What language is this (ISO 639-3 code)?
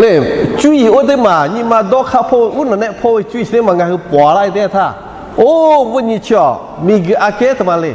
lhu